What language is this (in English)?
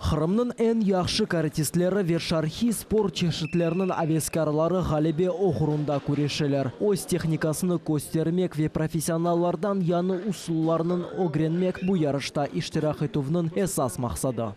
Crimean Tatar